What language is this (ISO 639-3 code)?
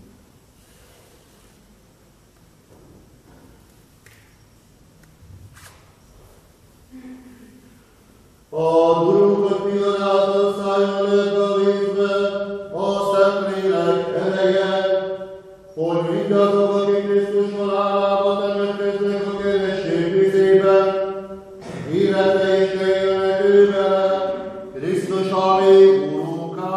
hun